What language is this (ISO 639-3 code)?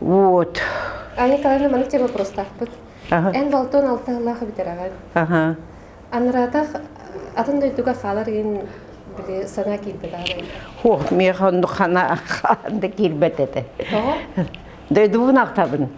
sah